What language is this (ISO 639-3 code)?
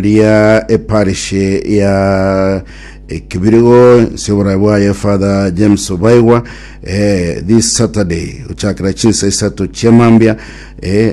guz